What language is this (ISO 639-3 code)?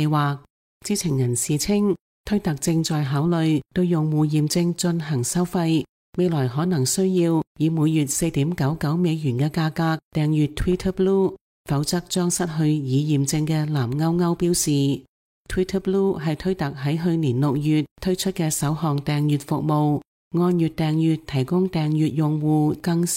yue